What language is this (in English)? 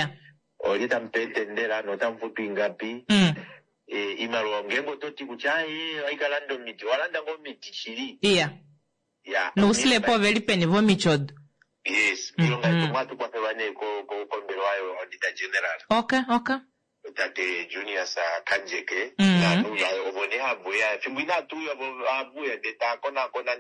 Kuanyama